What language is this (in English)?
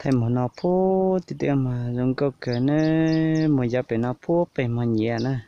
Hmong